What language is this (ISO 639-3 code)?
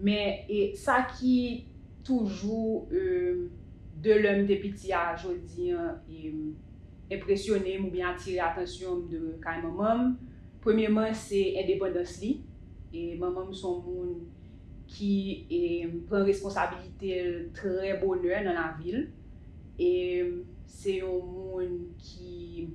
hat